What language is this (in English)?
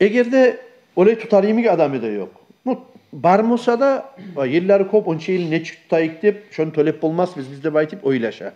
Kumyk